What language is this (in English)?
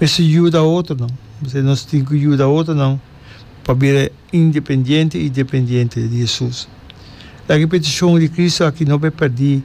Papiamento